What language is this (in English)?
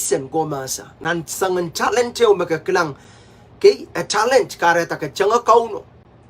Pohnpeian